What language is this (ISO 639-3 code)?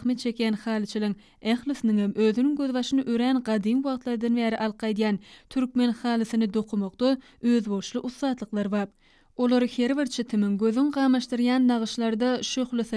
tuk